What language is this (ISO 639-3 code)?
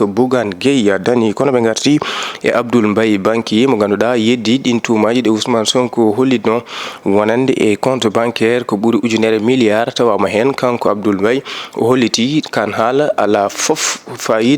ful